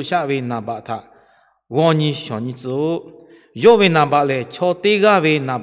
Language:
Lahu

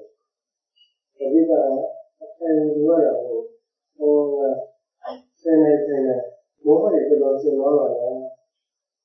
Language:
Burmese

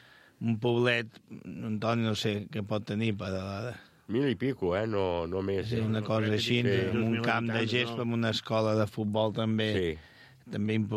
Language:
Catalan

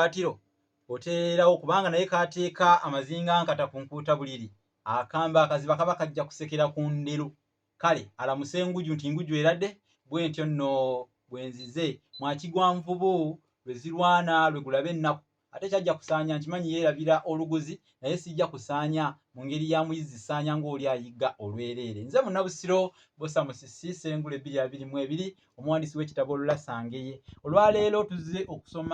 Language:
Ganda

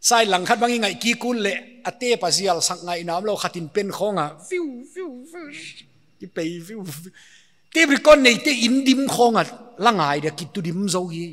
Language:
Paite Chin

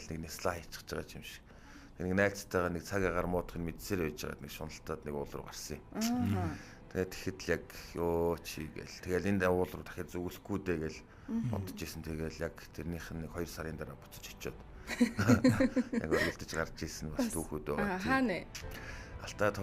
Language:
Mongolian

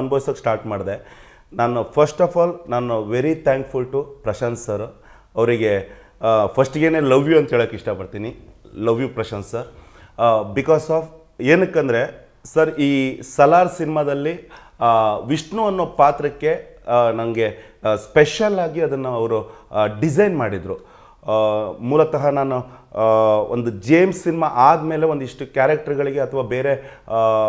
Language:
Kannada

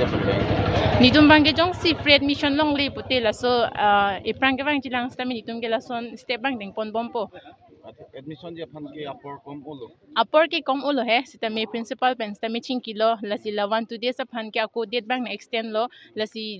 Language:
Karbi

